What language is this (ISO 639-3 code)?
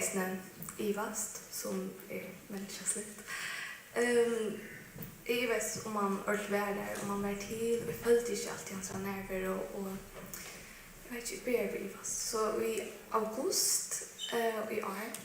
fao